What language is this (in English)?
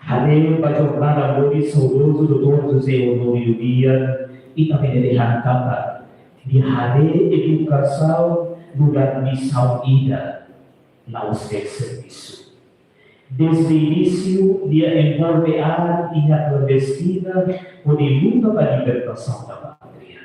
Tetum